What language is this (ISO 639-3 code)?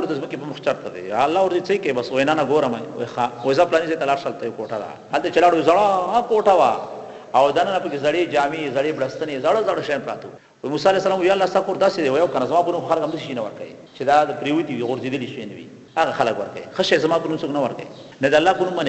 pus